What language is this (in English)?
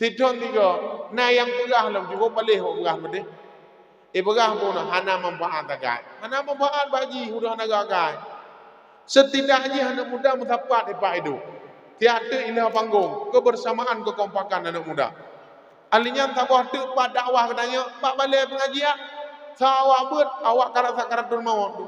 Achinese